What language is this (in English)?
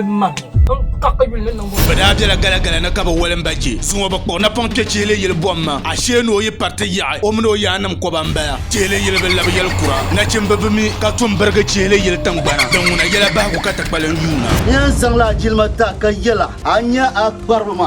Dagbani